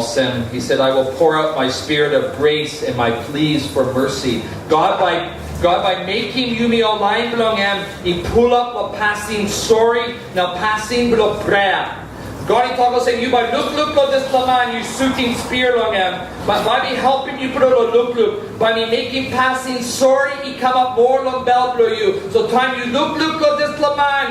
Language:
Tok Pisin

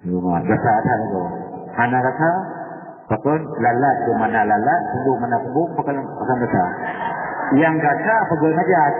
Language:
Achinese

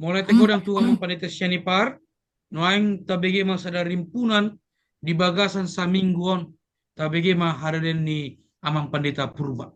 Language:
Batak Toba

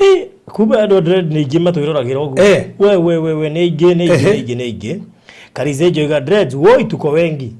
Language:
Kikuyu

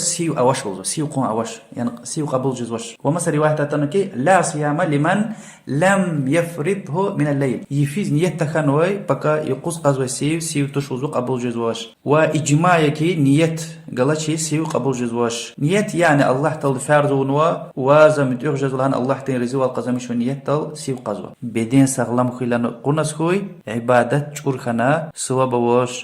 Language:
Lezghian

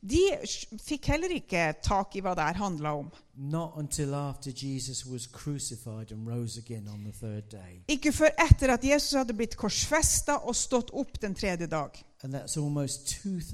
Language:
Norwegian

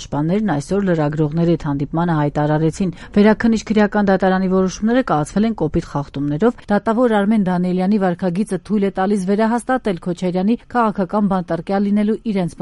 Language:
Armenian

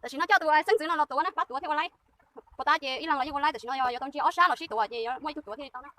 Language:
Hmong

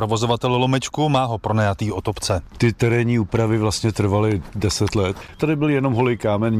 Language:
Czech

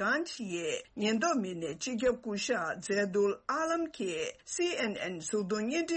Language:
Tibetan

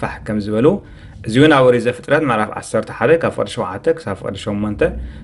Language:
Tigrinya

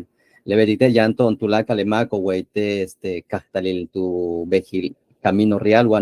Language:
Yucateco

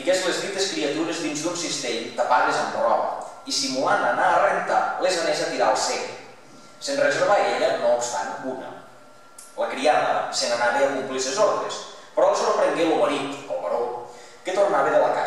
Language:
Catalan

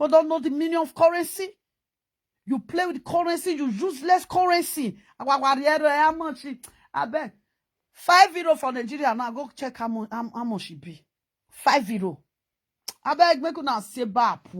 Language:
Nigerian Pidgin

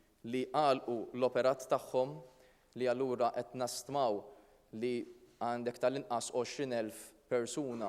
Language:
Maltese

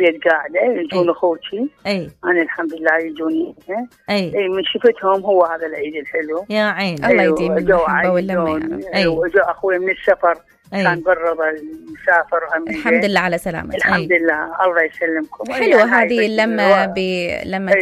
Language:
Mesopotamian Arabic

